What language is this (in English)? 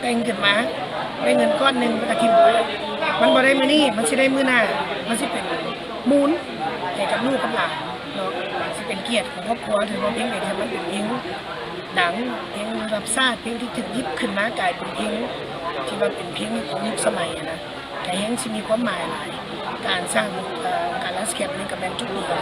Lao